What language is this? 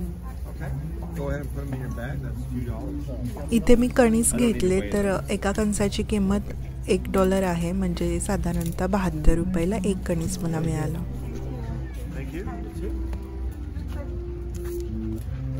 Marathi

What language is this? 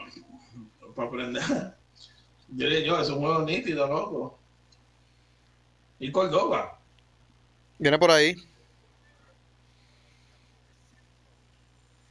Spanish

